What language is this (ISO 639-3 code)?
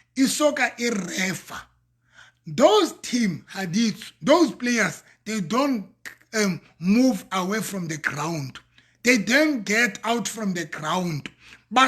sot